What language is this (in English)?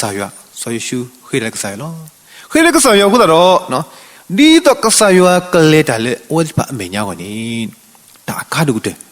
S'gaw Karen